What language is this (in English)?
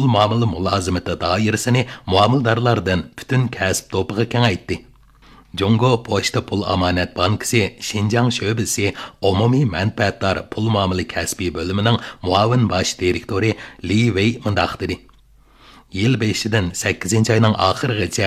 Uyghur